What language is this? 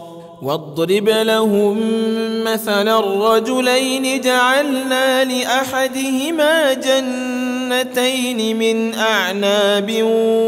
Arabic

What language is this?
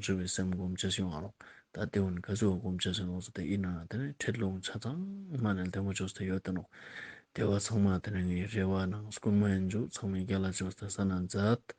Ladakhi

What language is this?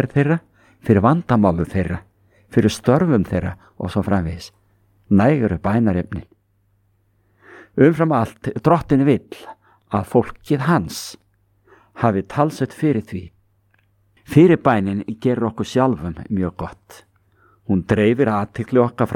Icelandic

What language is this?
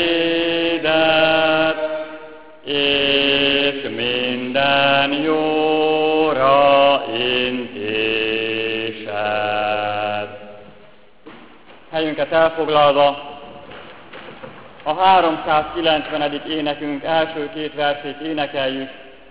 Hungarian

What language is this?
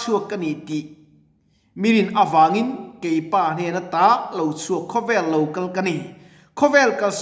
Mizo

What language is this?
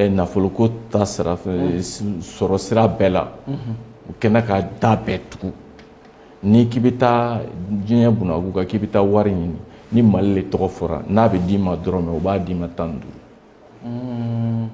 Bambara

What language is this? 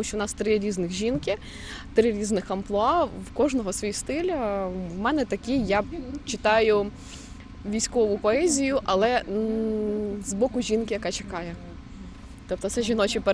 Ukrainian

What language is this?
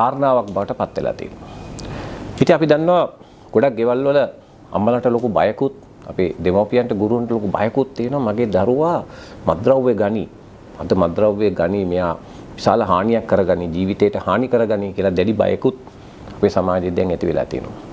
Sinhala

